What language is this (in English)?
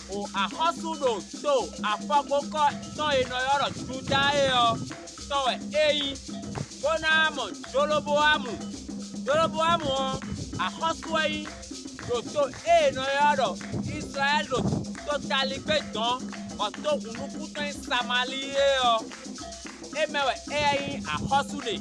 Fon